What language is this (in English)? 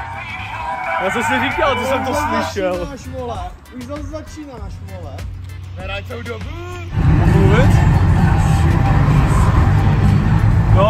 Czech